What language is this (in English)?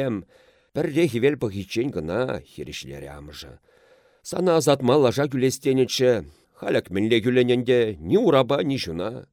Chuvash